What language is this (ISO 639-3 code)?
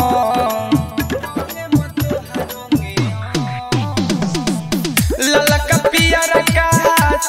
bho